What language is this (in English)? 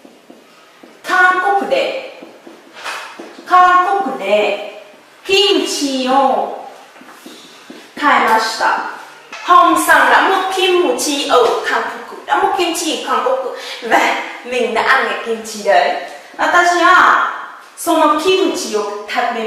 Vietnamese